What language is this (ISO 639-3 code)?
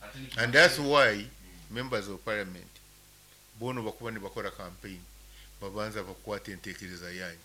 nyo